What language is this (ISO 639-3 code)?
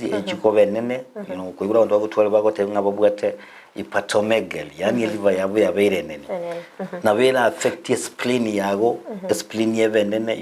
guz